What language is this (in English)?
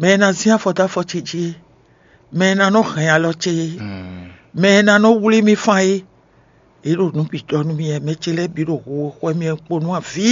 Fon